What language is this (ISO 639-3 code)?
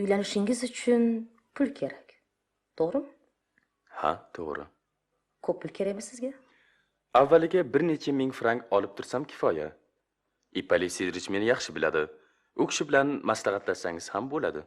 uzb